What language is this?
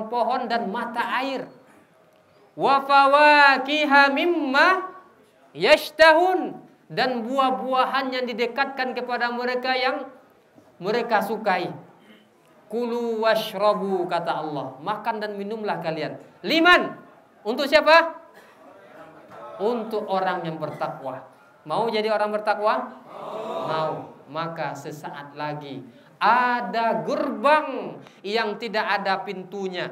Indonesian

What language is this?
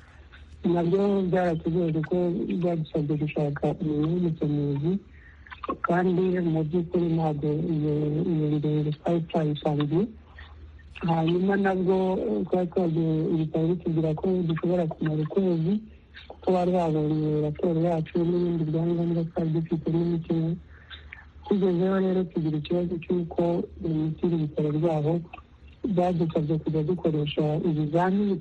Kinyarwanda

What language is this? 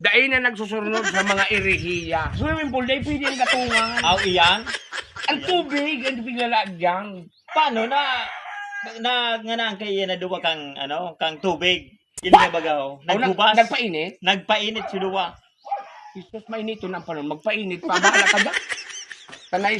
Bikol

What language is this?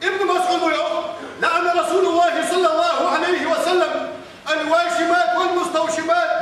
Ingush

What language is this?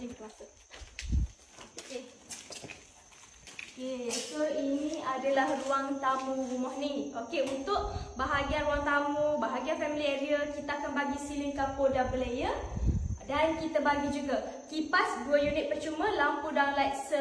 Malay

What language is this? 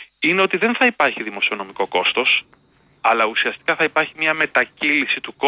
Greek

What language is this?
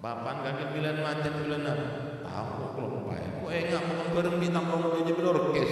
Madurese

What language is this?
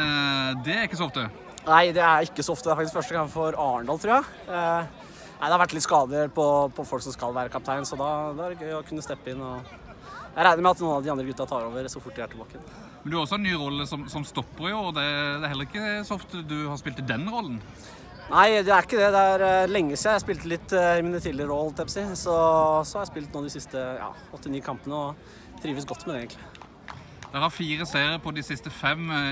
Norwegian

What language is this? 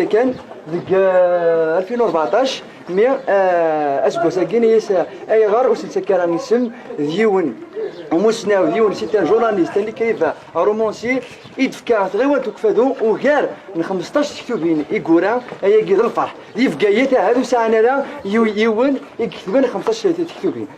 Kabyle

